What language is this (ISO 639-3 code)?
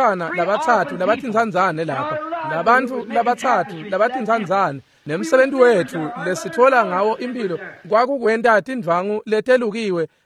ssw